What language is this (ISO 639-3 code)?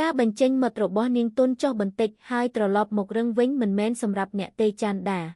khm